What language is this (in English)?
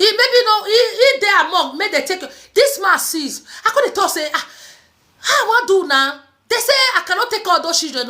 Nigerian Pidgin